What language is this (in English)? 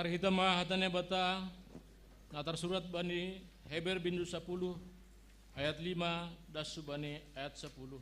Batak Simalungun